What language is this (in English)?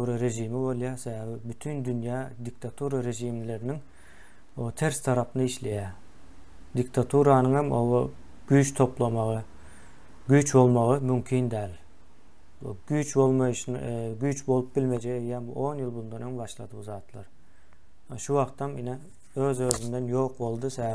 Turkmen